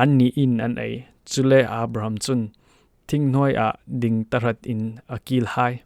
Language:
Falam Chin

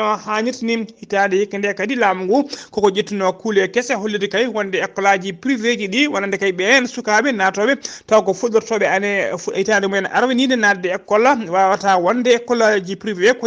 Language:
Fula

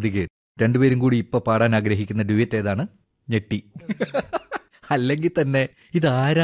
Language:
Malayalam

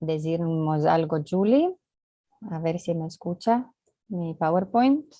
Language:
Ladino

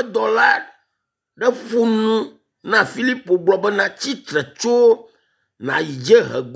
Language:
Ewe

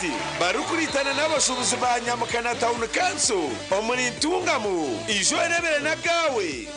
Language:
Nyankole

